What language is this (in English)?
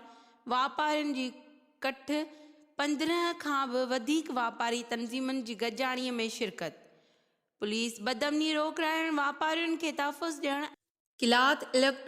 Sindhi